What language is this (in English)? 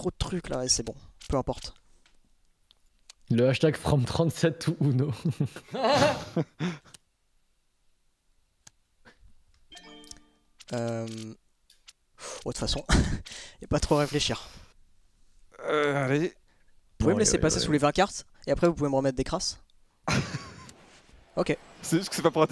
French